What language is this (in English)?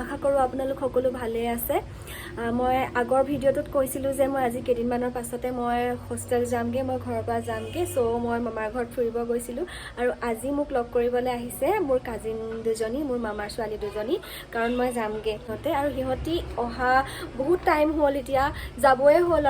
Assamese